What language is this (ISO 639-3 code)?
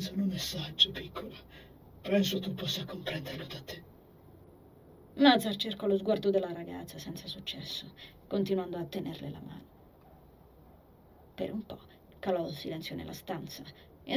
ita